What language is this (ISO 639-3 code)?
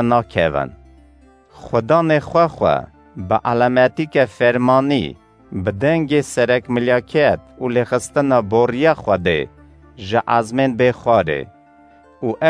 kur